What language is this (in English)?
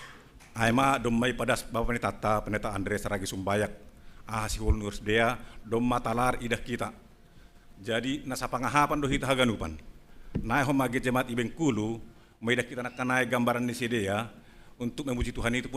Batak Simalungun